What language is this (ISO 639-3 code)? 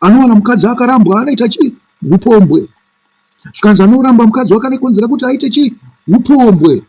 sna